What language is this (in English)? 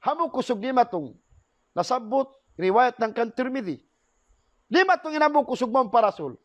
Tausug